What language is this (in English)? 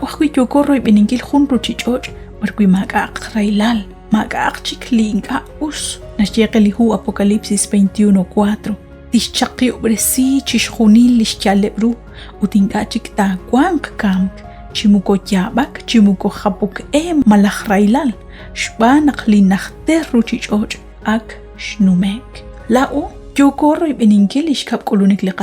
Kekchí